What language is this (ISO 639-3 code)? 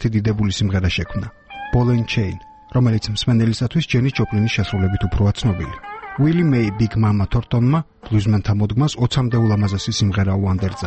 kat